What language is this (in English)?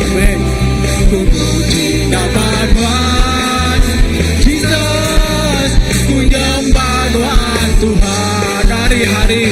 Iban